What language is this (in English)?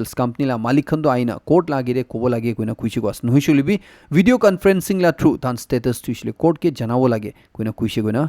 Naga Pidgin